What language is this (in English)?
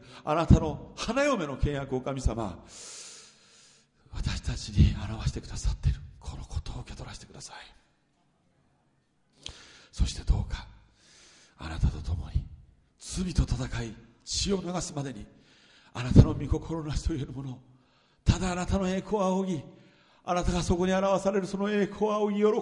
Japanese